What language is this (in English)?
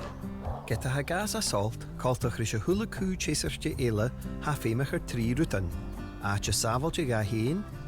Scottish Gaelic